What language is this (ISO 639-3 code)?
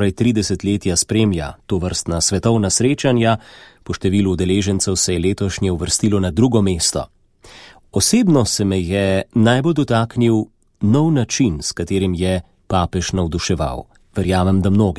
slv